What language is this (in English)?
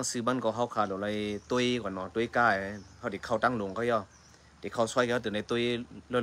Shan